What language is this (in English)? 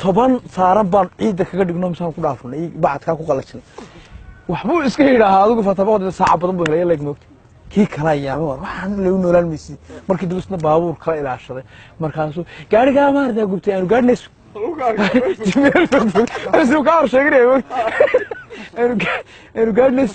Somali